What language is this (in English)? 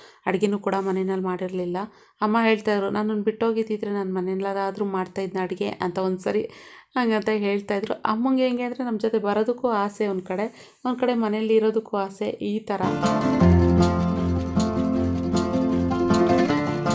Kannada